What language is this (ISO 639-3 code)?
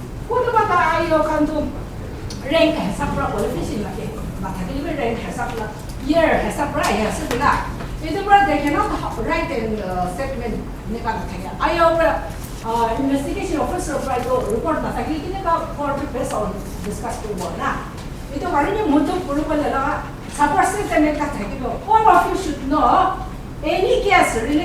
nag